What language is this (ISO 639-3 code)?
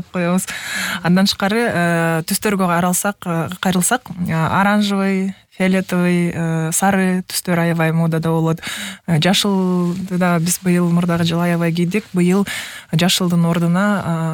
kir